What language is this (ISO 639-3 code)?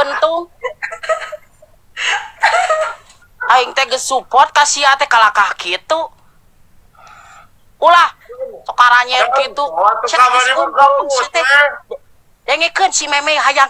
sun